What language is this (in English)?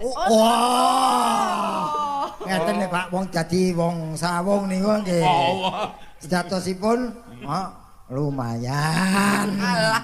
Javanese